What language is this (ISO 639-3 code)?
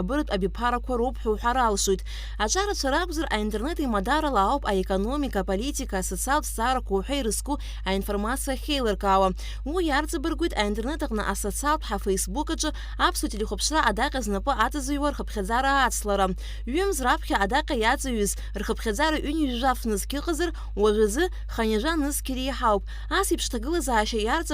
abk